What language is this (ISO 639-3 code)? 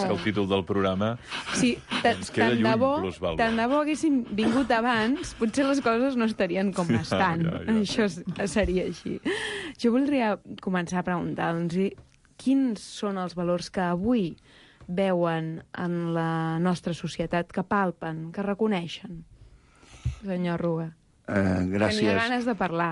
cat